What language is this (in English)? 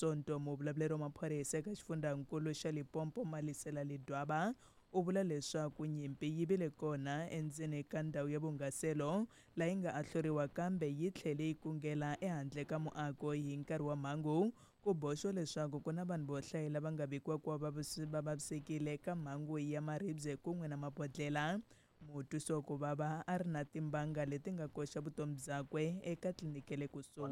Tsonga